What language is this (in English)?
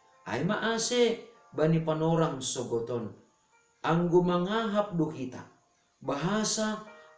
Batak Simalungun